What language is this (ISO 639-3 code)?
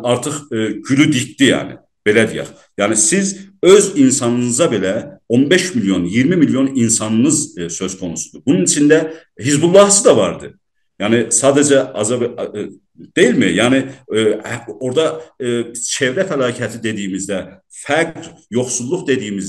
azb